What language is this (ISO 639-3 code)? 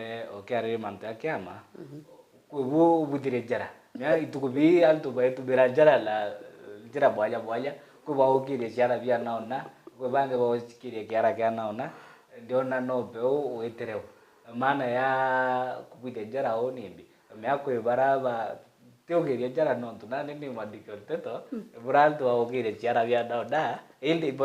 mer